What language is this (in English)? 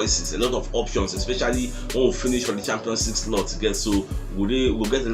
Nigerian Pidgin